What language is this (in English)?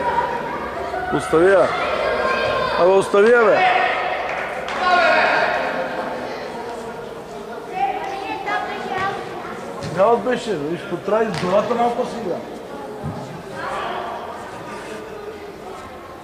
Bulgarian